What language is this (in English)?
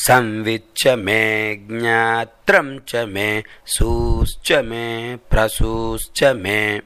Sanskrit